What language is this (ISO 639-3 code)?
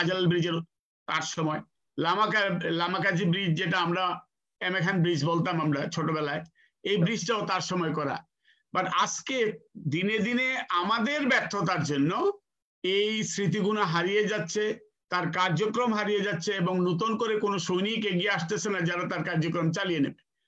ben